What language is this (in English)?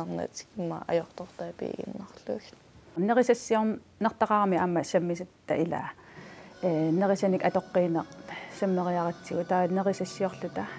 Kalaallisut